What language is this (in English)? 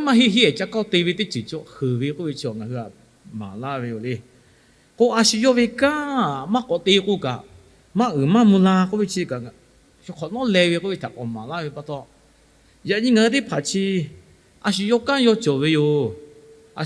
Lahu